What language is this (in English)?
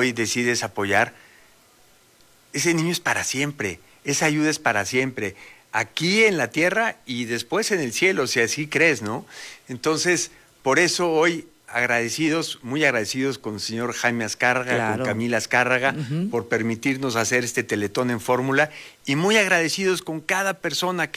Spanish